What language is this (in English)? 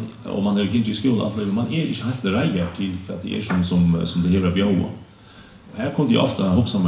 Faroese